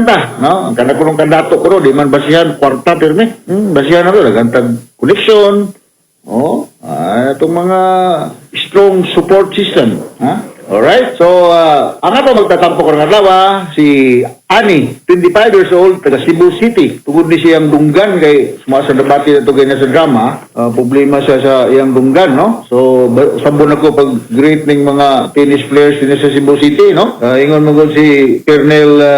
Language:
Cebuano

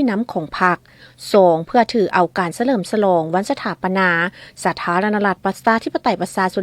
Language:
Lao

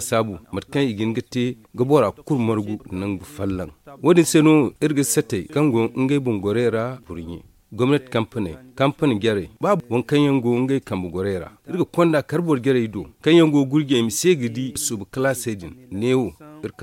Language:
Zarma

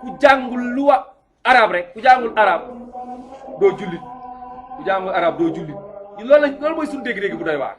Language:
Wolof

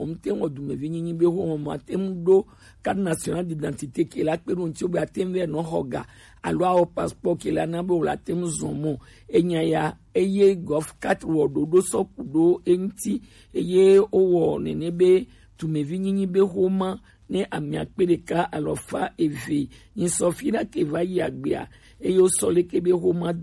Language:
Gen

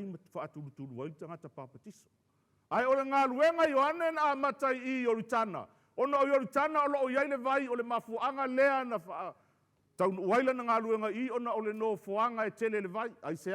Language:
Samoan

